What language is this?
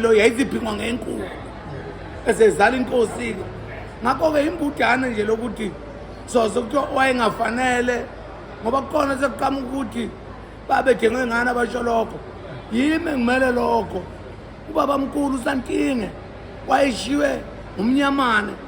Zulu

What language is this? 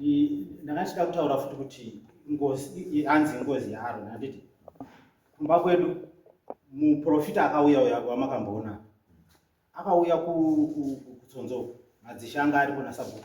Shona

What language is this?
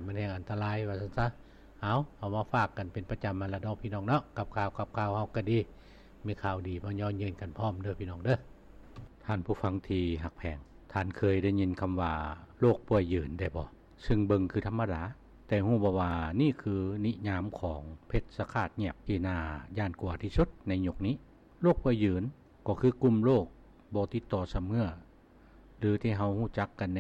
Lao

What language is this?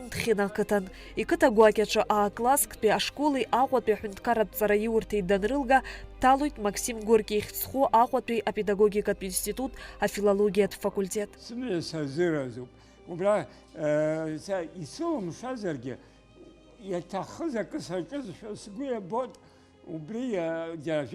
Abkhazian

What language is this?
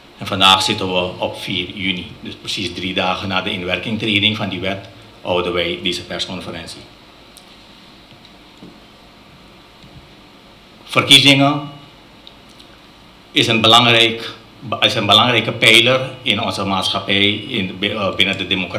Dutch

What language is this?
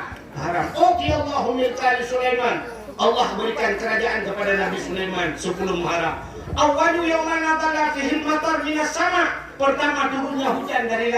Achinese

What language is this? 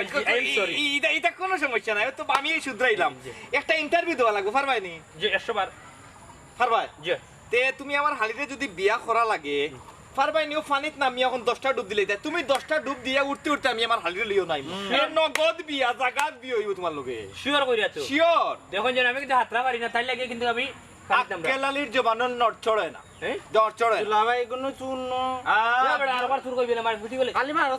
Sylheti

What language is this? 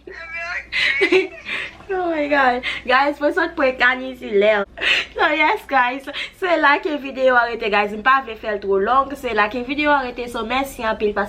Haitian Creole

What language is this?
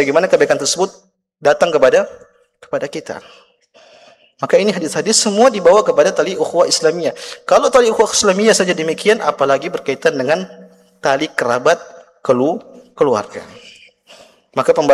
Indonesian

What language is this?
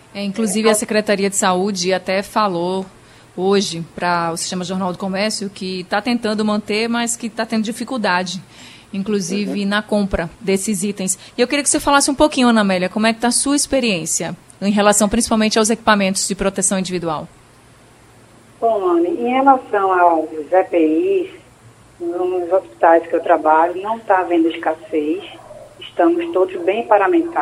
Portuguese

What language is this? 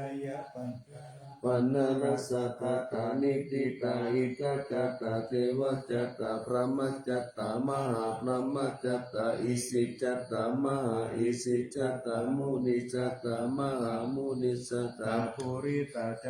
Pali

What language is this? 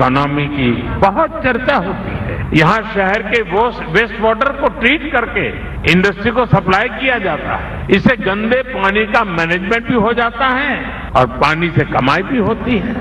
Hindi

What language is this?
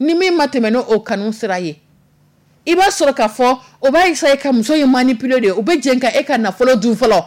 Dyula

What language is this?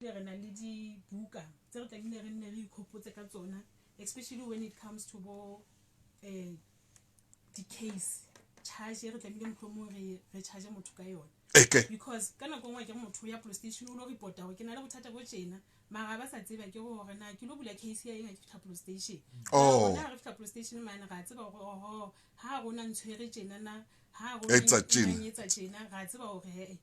Southern Sotho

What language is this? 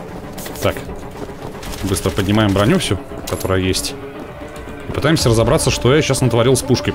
Russian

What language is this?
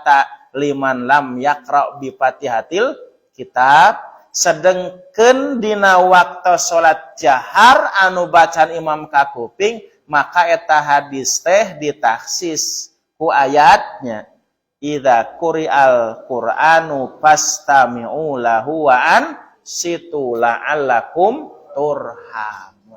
Sundanese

